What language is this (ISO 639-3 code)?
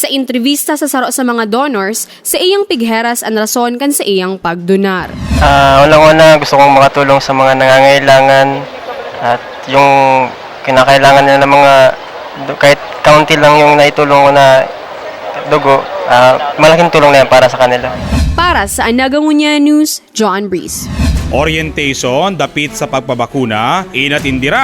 bik